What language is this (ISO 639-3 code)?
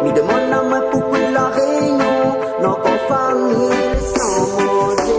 rcf